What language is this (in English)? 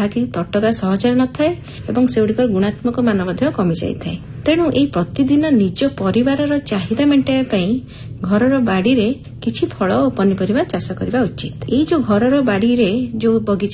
Odia